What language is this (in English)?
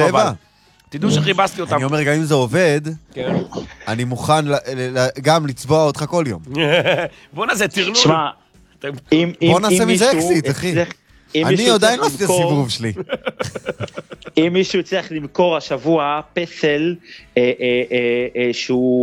Hebrew